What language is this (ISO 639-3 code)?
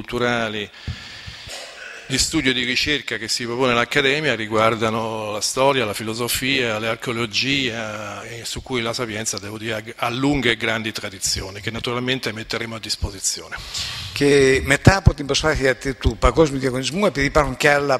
ell